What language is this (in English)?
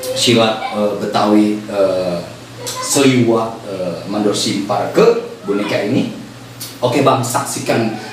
Betawi